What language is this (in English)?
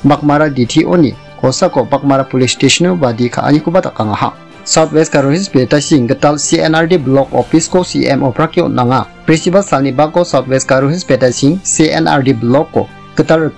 Garo